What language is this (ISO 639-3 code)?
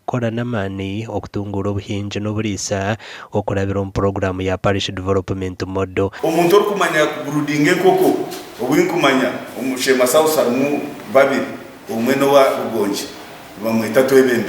nyn